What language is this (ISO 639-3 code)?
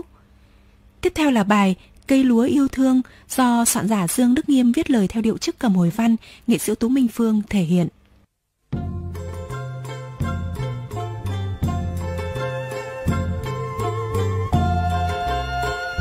vie